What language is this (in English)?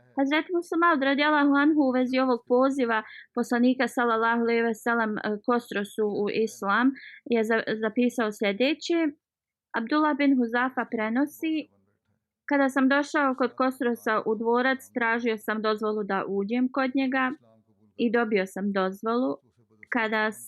Bosnian